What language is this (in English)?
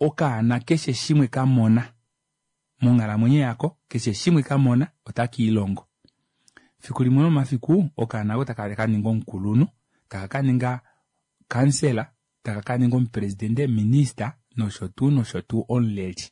Kuanyama